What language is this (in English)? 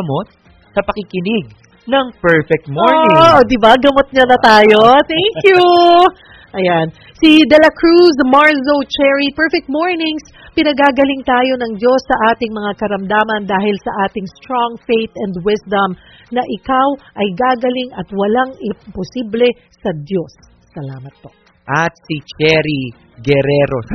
Filipino